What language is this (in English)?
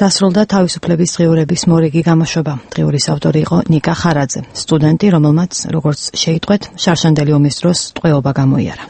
Georgian